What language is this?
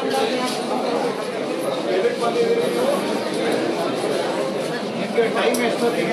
Kannada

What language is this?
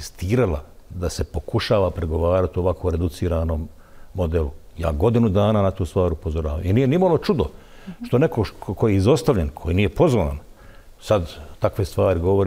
Bosnian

